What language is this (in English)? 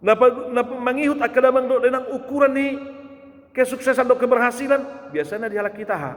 Batak Toba